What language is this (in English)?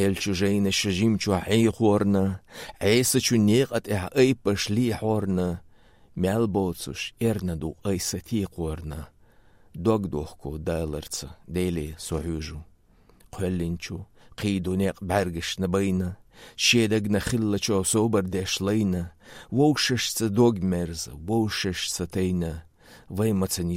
Chechen